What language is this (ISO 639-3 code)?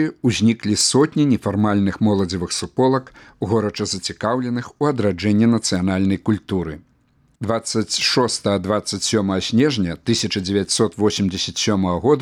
bel